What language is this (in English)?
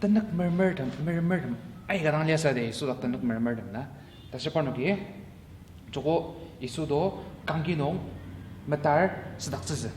Ao Naga